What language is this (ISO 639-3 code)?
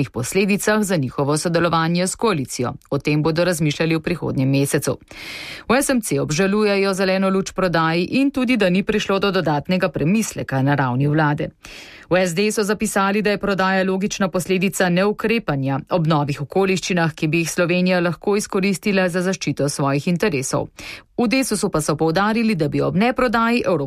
slv